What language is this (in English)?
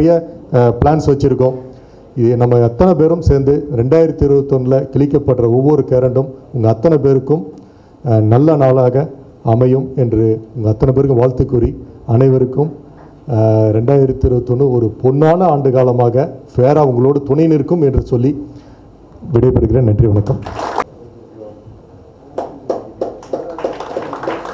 Tamil